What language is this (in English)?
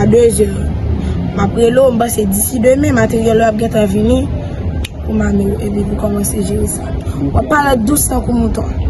Haitian Creole